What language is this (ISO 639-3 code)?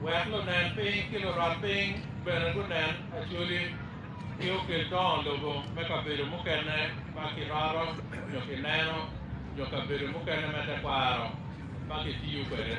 ach